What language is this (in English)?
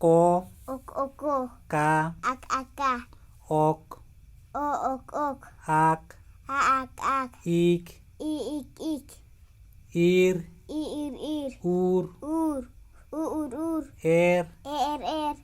Santali